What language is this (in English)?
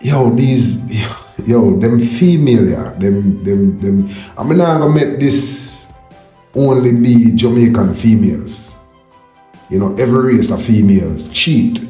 Jamaican Creole English